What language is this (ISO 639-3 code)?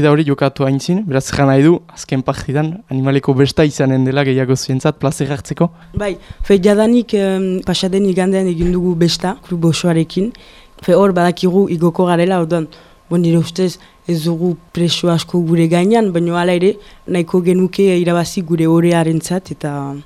eus